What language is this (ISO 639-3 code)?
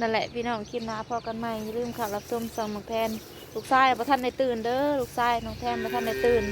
tts